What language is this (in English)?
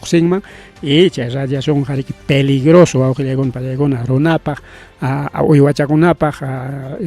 Ayacucho Quechua